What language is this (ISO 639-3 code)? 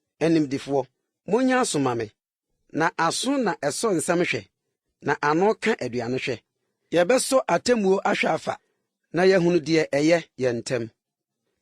aka